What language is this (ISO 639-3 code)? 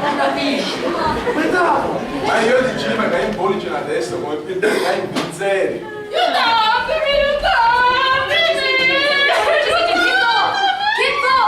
scn